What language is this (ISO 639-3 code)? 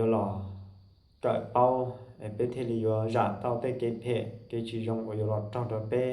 hmn